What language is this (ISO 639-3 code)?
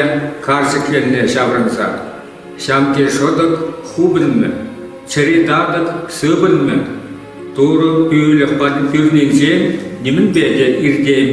chv